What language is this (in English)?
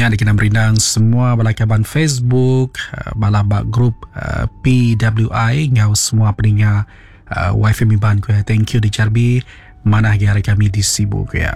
Iban